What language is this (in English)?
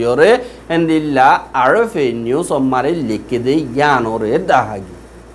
Rohingya